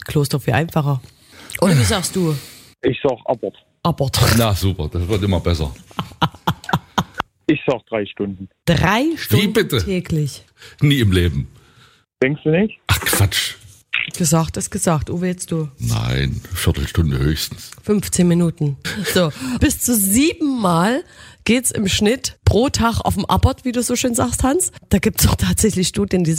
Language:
German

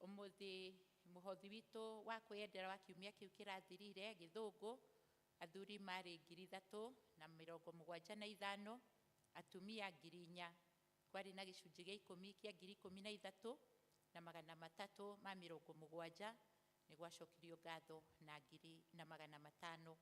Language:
Kikuyu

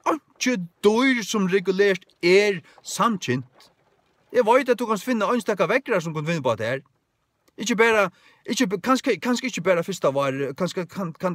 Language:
Faroese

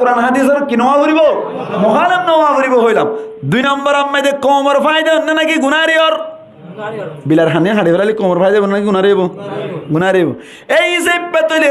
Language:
Rohingya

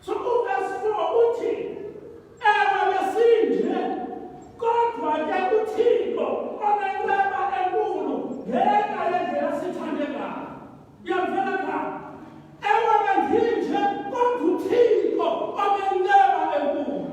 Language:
Xhosa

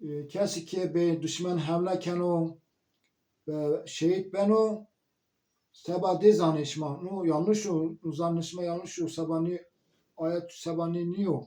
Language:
Zaza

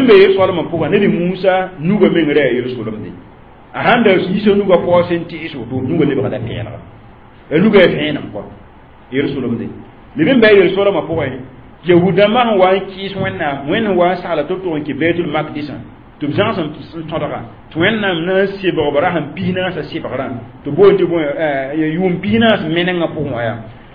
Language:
Mossi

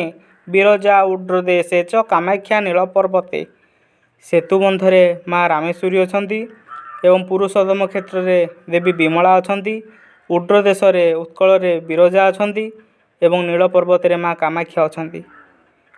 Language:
Odia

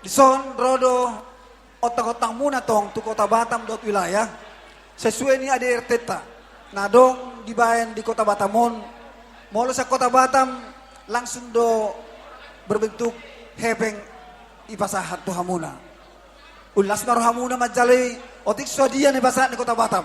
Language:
Batak Toba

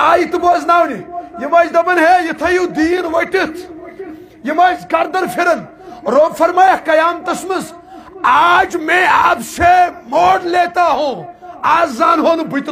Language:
Kashmiri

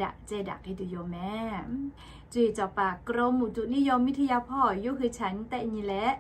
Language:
Lahu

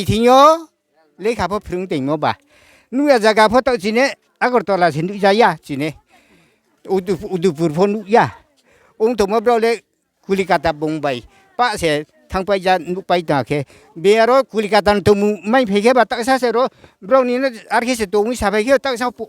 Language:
Riang (India)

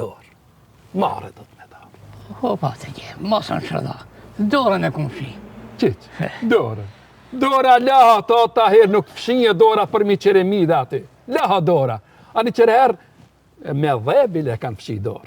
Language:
Albanian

